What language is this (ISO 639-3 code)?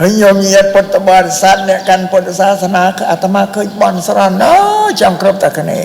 khm